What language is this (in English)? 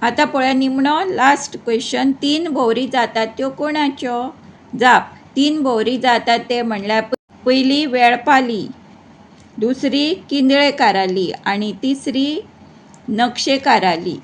Konkani